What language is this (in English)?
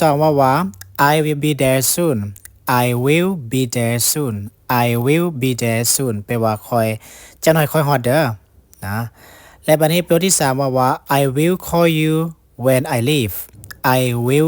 Lao